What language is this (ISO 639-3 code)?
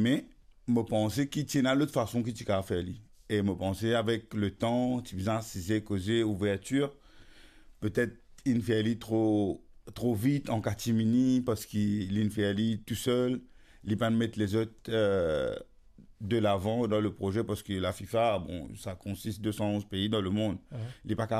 mfe